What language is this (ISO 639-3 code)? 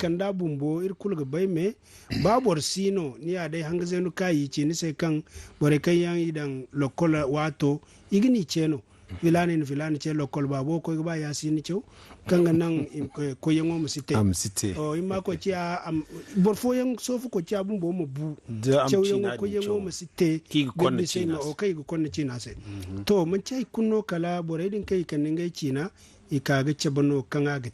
dje